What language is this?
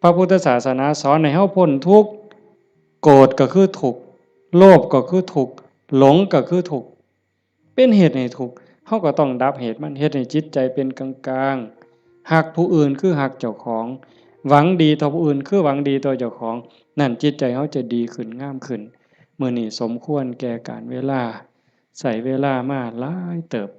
Northeastern Thai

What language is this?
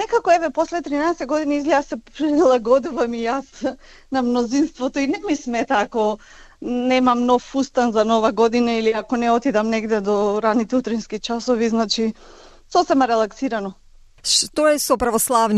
Macedonian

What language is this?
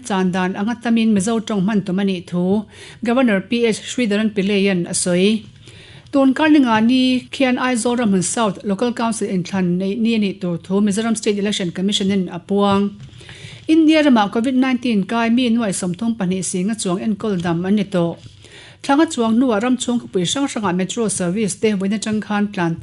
Mizo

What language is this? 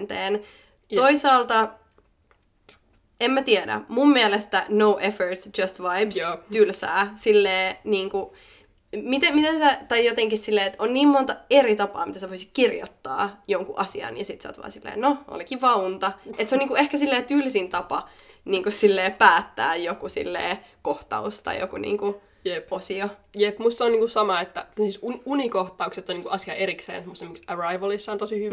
Finnish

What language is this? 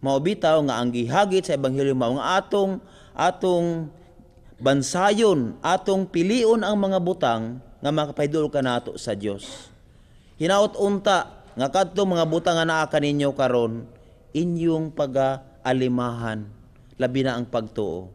Cebuano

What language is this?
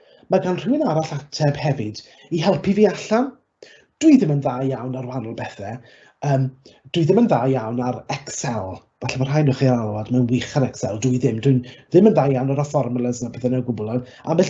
Welsh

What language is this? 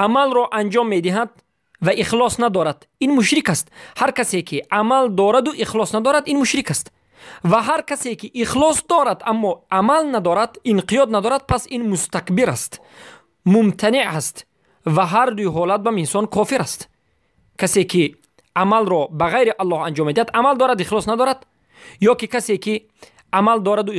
Persian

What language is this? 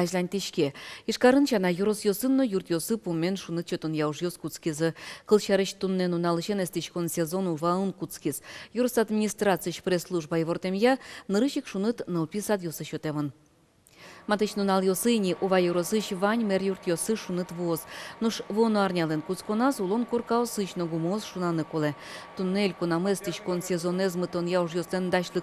Udmurt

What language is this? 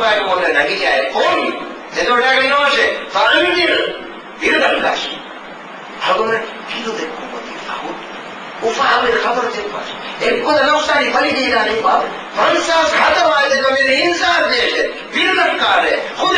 Divehi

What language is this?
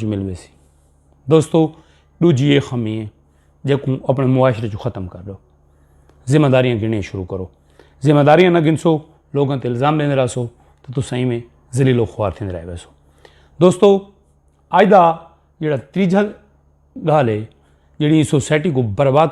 Saraiki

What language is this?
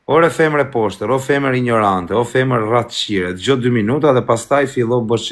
Albanian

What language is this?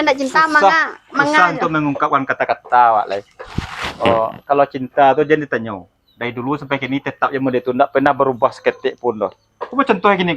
Minangkabau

